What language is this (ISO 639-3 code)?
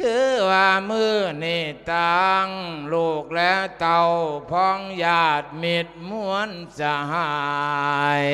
lao